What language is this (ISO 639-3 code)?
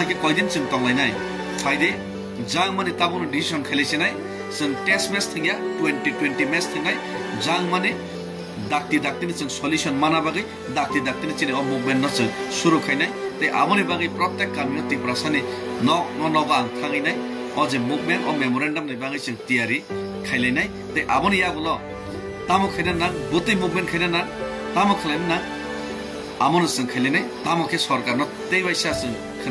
trp